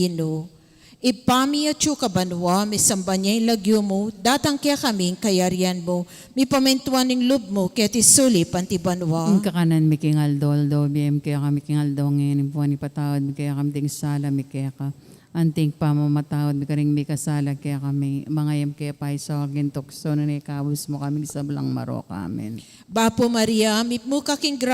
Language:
Pampanga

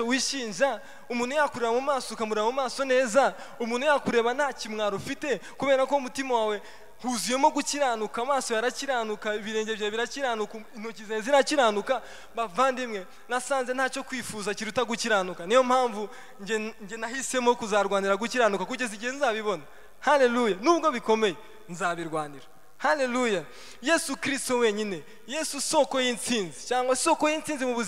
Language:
Kinyarwanda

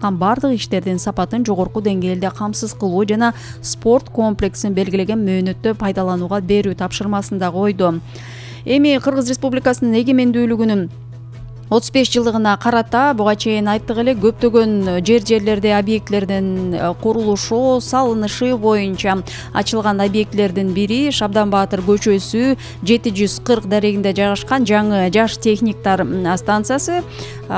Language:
Kyrgyz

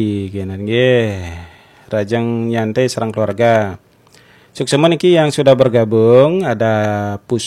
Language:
Balinese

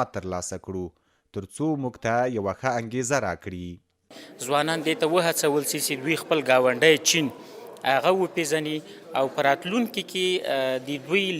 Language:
Pashto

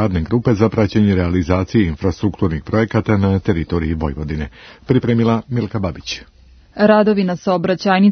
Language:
Serbian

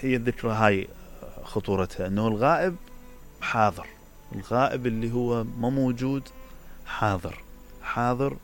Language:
Mesopotamian Arabic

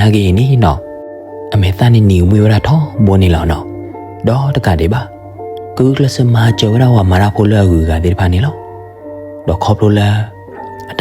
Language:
S'gaw Karen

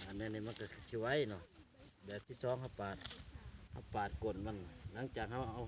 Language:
Lao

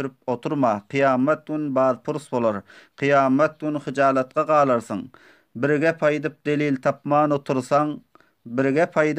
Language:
Turkmen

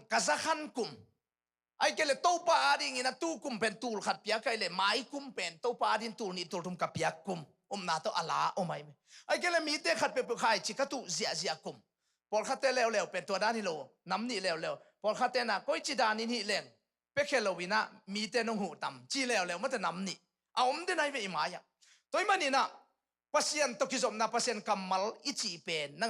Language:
Tedim Chin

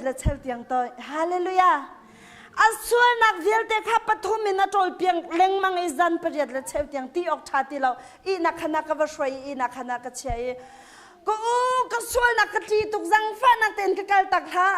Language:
Hakha Chin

